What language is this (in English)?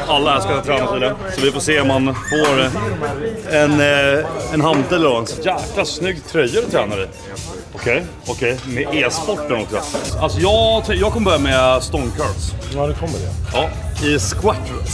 Swedish